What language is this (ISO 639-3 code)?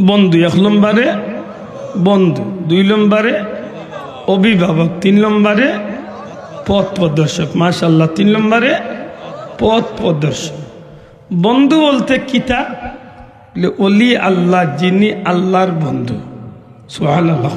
syl